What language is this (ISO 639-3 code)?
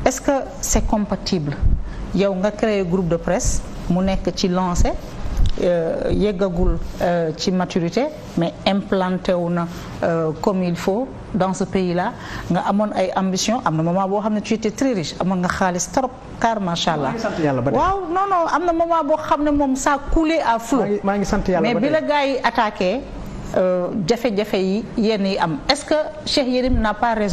wol